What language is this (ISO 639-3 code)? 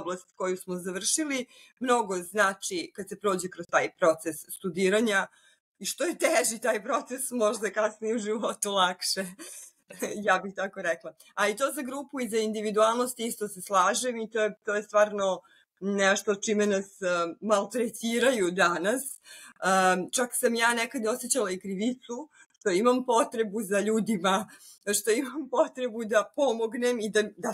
srp